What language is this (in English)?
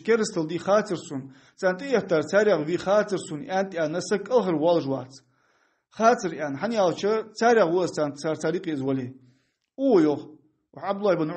Ingush